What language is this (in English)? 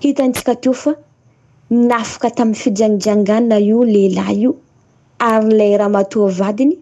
Malagasy